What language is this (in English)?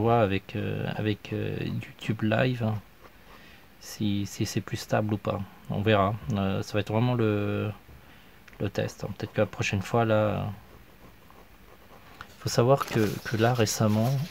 French